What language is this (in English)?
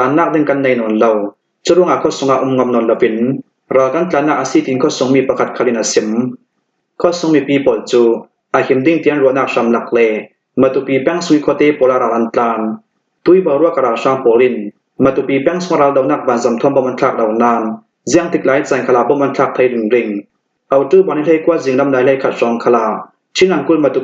Falam Chin